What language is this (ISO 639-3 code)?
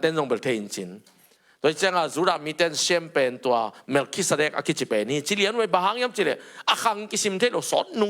ctd